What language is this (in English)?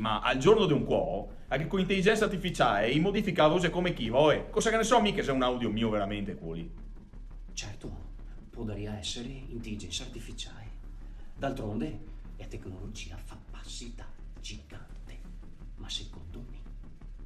Venetian